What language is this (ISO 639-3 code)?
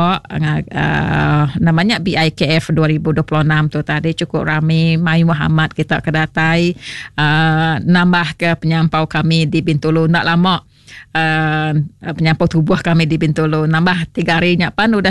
iba